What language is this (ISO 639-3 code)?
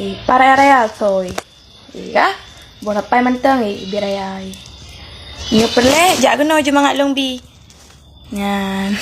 ace